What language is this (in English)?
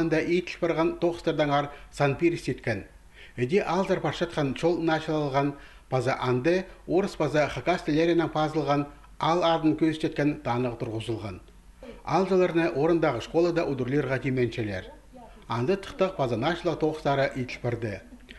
Khakas